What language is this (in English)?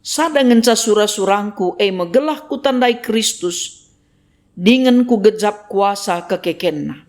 Batak Karo